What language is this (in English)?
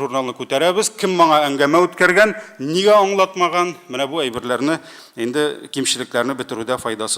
Tatar